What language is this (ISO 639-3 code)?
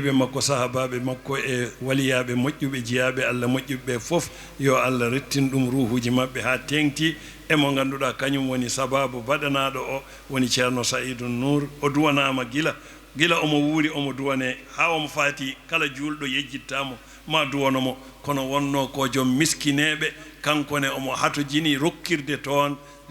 ful